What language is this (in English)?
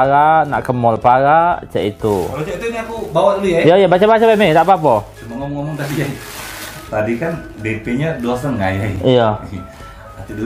Musi